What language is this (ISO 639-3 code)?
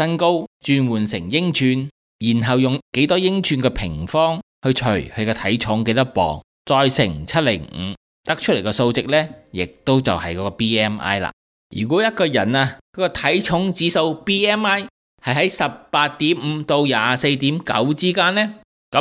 yue